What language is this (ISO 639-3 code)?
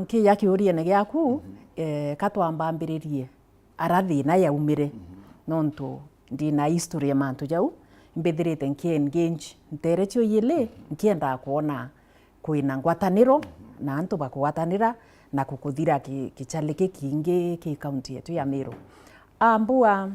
mer